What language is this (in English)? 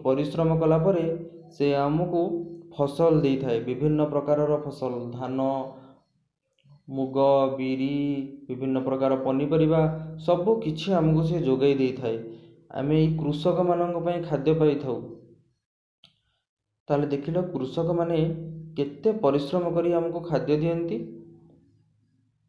Odia